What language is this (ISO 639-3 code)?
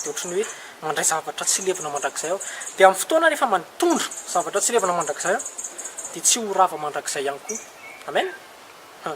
mlg